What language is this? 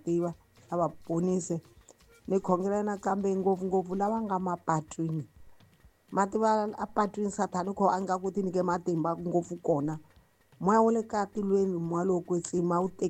Tsonga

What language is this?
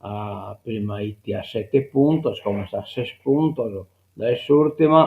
Sardinian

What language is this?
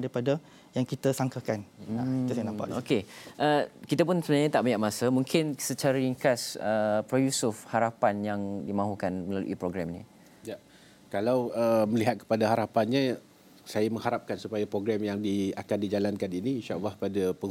Malay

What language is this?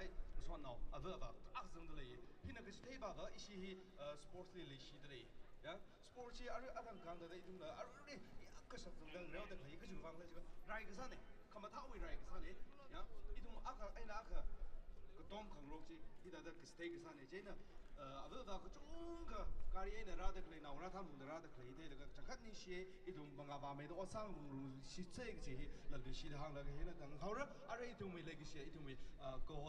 Tangkhul Naga (India)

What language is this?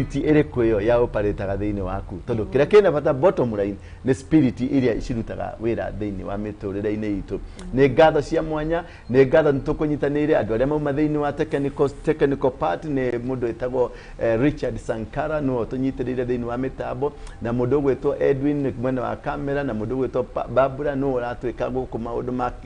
Kikuyu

